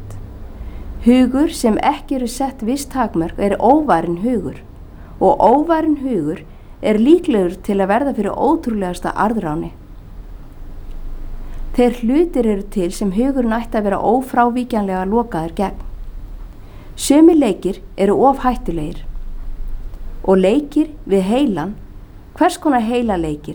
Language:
Icelandic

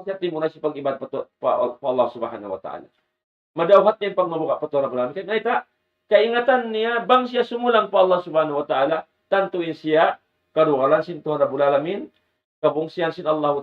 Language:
Tausug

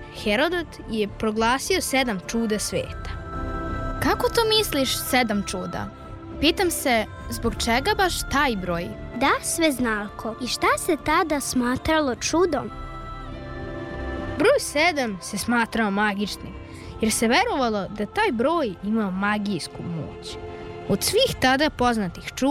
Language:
Serbian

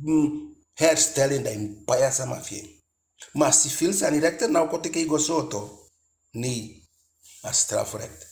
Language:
Eastern Maroon Creole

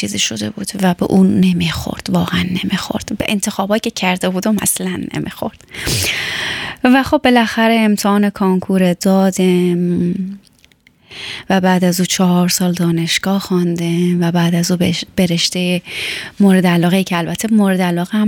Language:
Persian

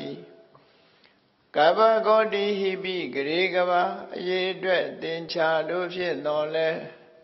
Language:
Burmese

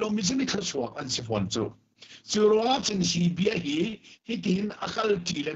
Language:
Hakha Chin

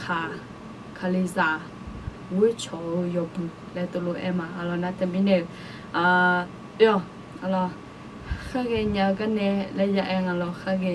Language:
Akha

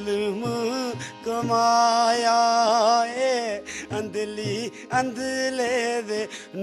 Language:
Dogri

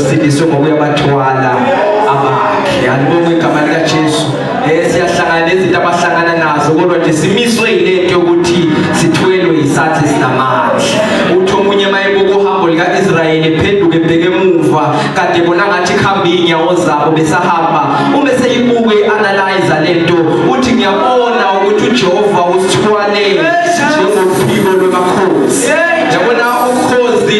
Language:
Zulu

